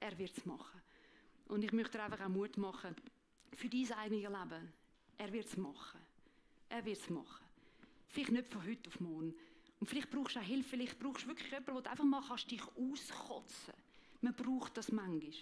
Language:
Swiss German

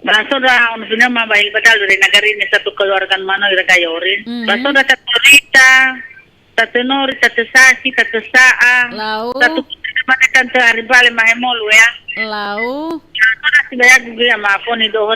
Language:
Nias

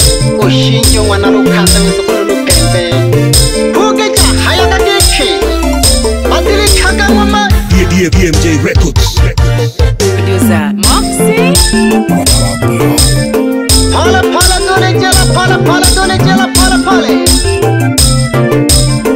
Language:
Swahili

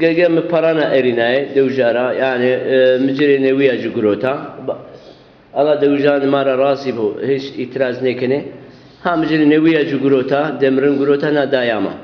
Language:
Zaza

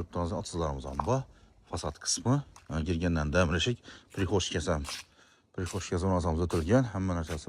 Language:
Uzbek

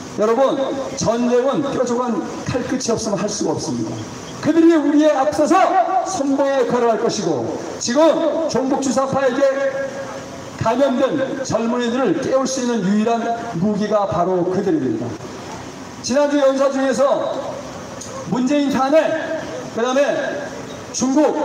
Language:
Korean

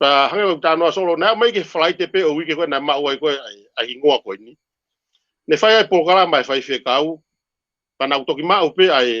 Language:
Tongan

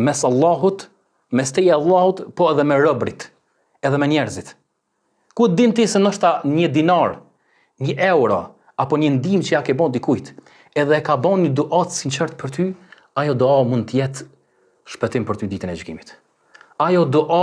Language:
Albanian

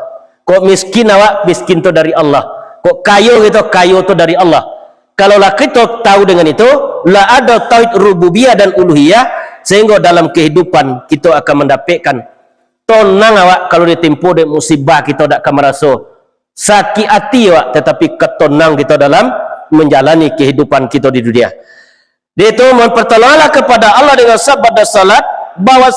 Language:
Minangkabau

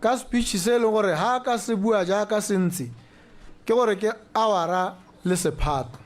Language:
Tswana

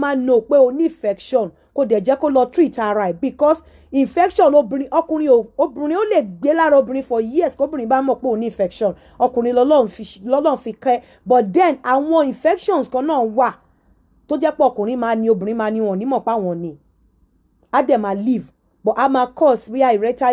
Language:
Yoruba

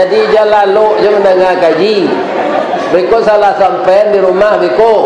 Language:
Minangkabau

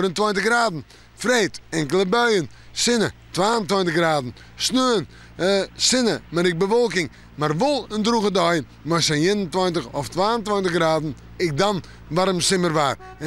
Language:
Western Frisian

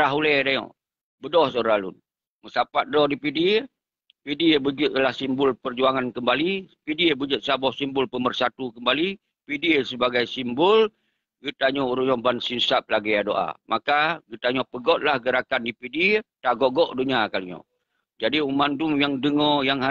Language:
Achinese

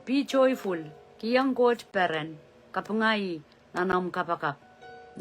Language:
Pohnpeian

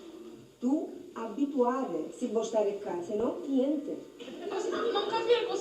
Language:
Sicilian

